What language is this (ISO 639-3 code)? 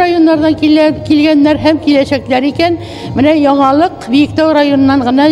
tat